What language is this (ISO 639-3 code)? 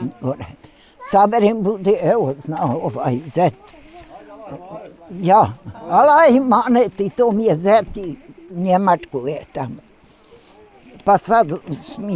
bos